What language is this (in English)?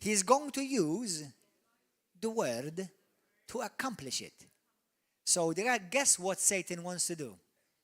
English